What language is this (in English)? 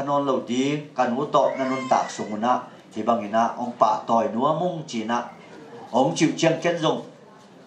Tedim Chin